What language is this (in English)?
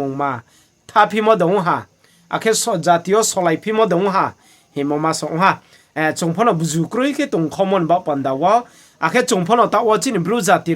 Riang (India)